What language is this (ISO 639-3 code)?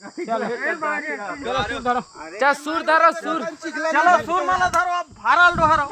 hne